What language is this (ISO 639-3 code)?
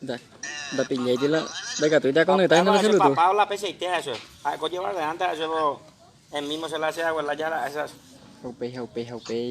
grn